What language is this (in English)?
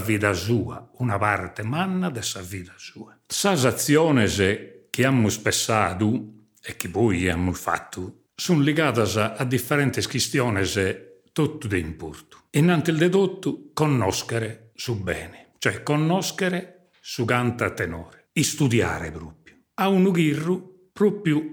Sardinian